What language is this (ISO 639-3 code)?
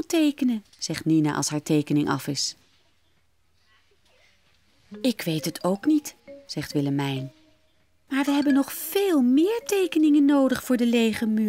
nld